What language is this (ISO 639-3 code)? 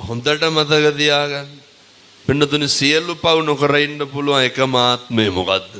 sin